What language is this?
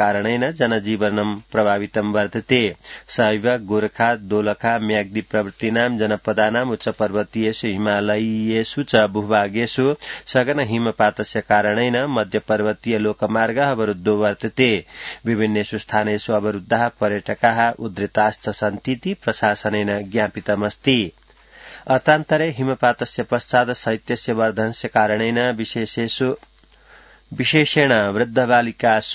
Sanskrit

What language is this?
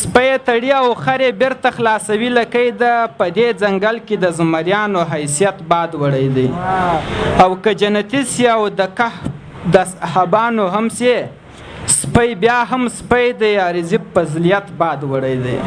Pashto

